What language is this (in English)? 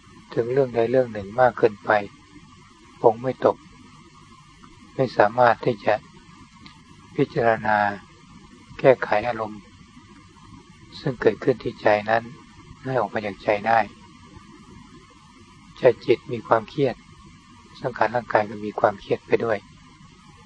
Thai